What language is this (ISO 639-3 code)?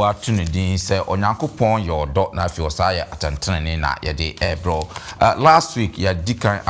aka